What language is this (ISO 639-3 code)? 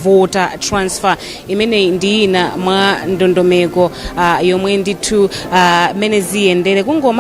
nya